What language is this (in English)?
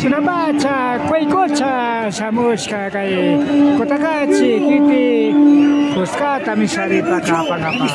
Imbabura Highland Quichua